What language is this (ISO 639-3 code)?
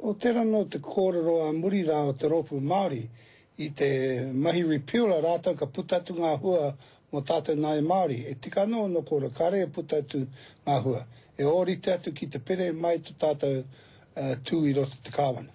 mri